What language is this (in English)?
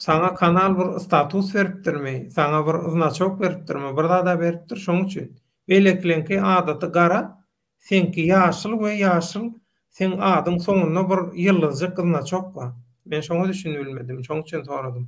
Turkmen